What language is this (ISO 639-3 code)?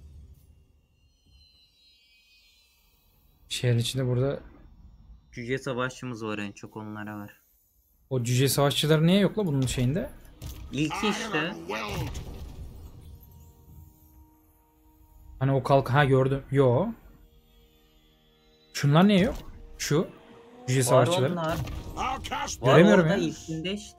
tur